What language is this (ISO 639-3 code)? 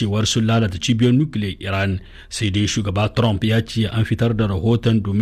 hau